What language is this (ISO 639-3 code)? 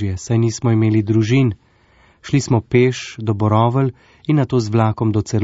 slv